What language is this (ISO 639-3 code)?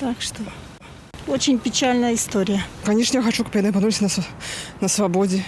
bel